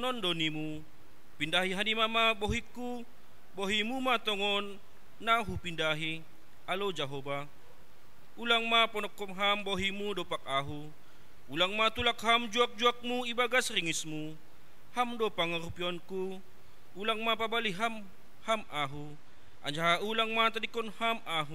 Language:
Batak Simalungun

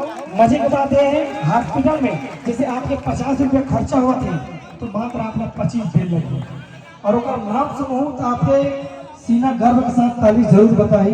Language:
Chhattisgarhi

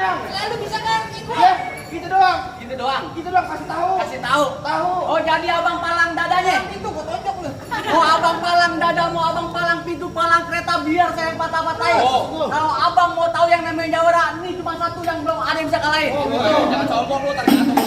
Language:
Betawi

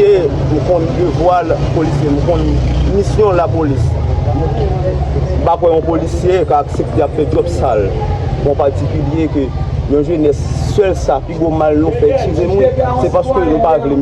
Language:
Haitian Creole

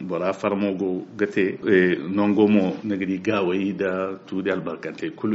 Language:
Zarma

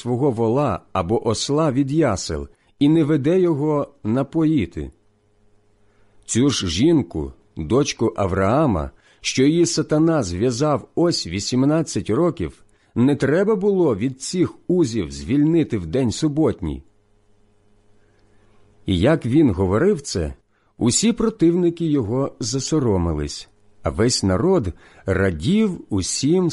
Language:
Ukrainian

